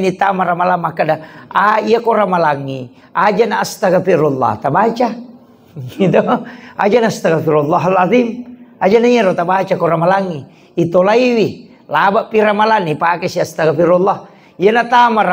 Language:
Buginese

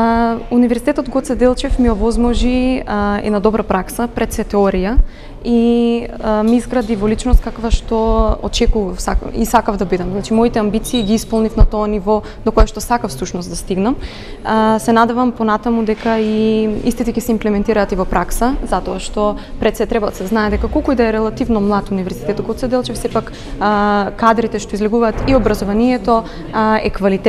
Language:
Macedonian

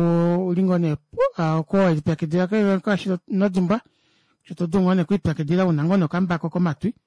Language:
Kuanyama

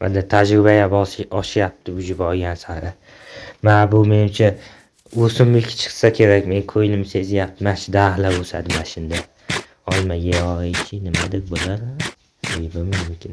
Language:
Uzbek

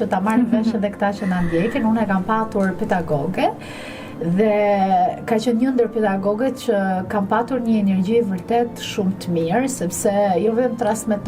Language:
Albanian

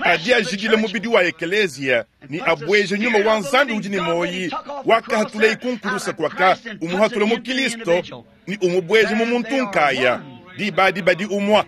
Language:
Luba-Lulua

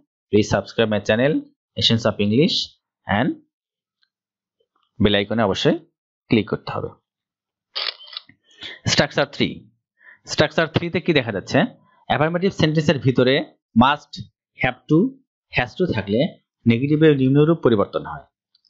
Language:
Bangla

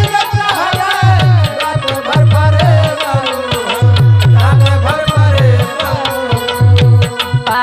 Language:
Bhojpuri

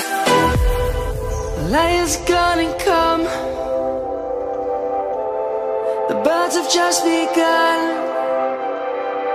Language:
English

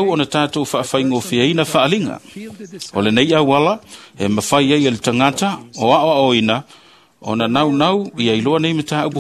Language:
Samoan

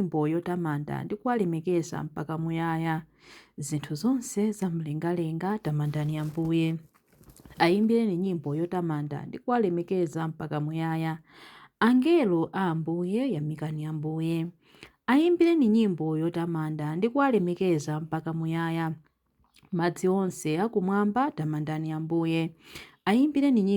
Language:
Nyanja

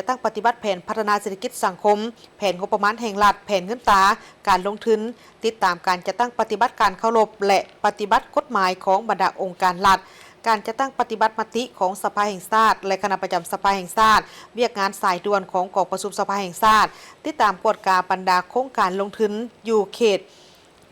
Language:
Lao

